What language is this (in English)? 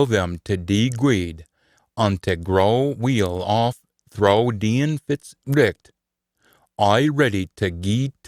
Scots